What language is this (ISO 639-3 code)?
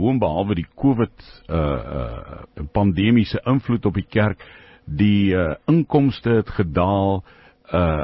afr